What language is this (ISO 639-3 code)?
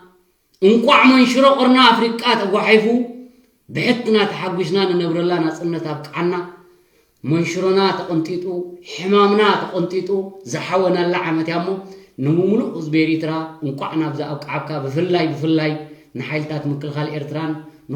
tir